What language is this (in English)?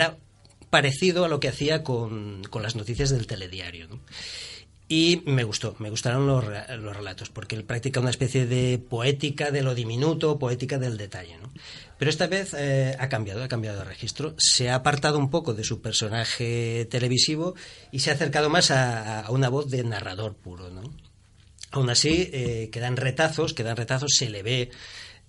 Spanish